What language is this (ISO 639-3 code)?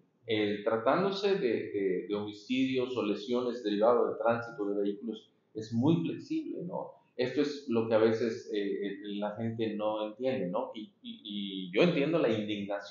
spa